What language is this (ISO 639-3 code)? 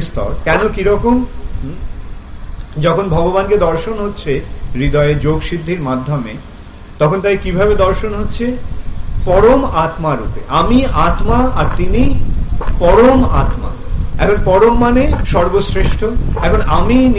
ben